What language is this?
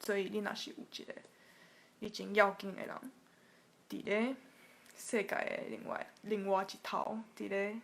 Min Nan Chinese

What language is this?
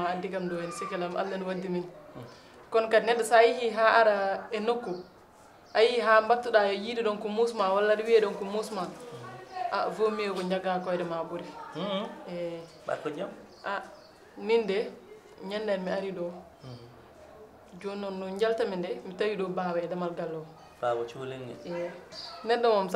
Fula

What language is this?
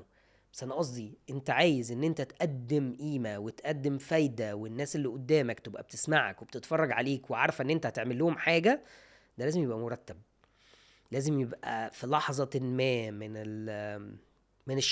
Egyptian Arabic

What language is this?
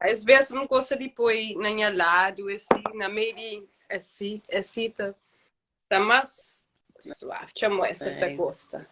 Kabuverdianu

